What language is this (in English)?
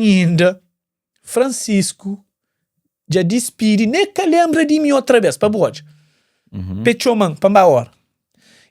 Kabuverdianu